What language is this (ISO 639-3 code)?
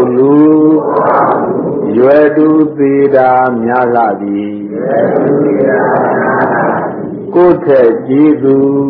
mya